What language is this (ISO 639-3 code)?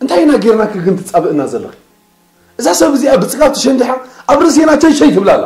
tir